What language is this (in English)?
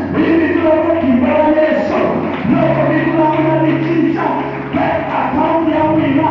Tsonga